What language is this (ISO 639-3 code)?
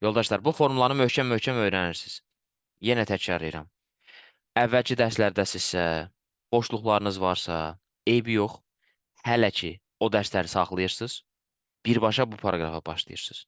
aze